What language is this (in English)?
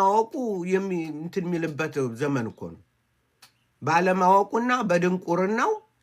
Amharic